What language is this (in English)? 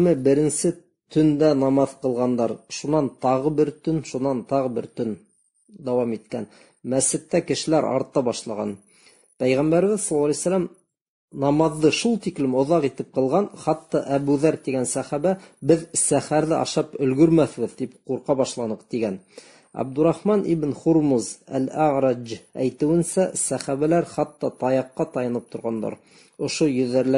Bashkir